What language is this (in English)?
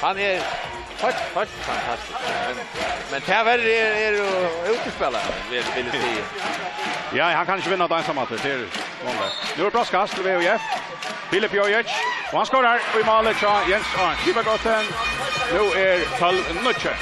Faroese